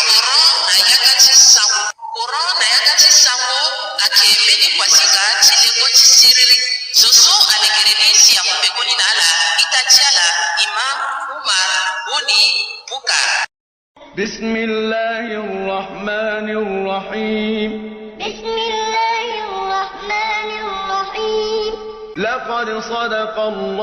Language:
Sango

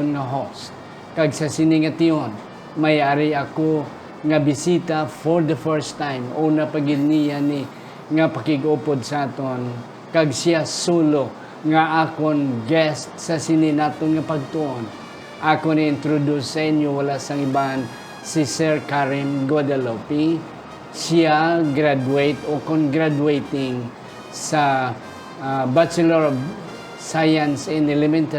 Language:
Hiligaynon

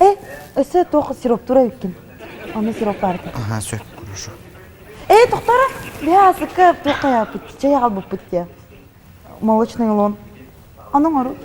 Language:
Yakut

